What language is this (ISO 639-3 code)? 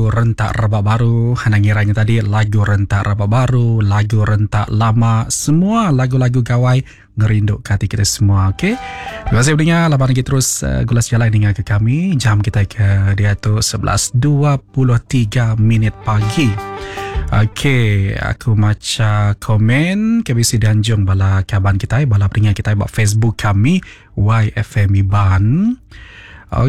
iba